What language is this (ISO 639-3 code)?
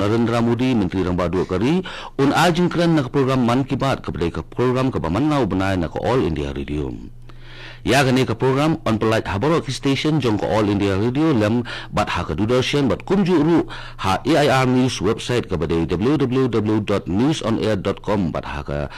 kha